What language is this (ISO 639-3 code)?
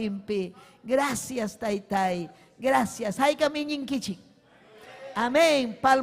quy